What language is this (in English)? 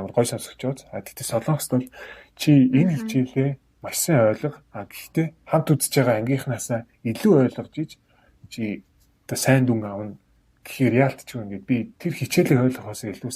Mongolian